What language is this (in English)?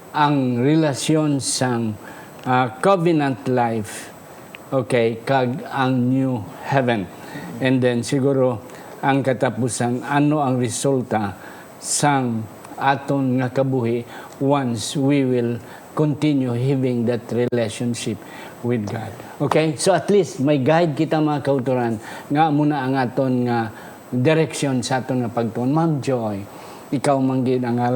Hiligaynon